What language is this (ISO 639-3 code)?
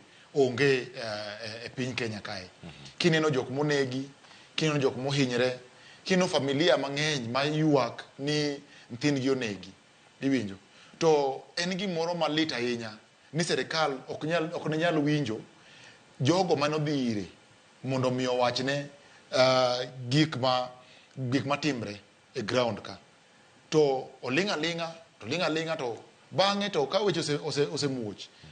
luo